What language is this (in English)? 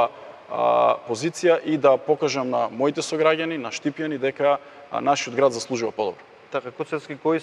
Macedonian